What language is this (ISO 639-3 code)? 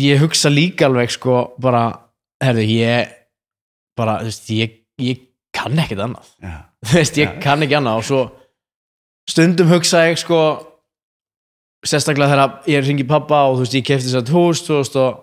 isl